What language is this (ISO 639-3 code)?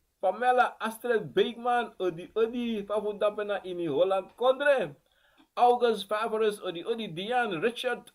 srn